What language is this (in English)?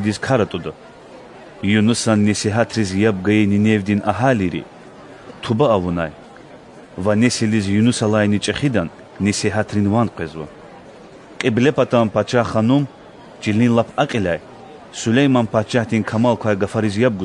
Lezghian